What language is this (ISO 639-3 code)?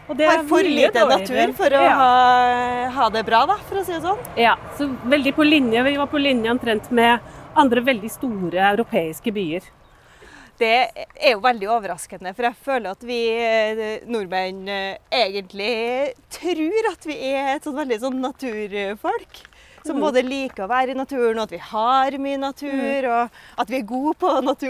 nor